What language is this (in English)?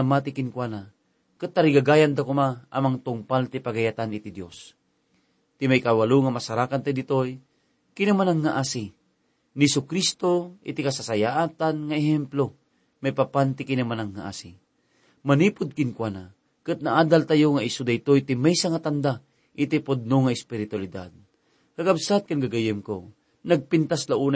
Iloko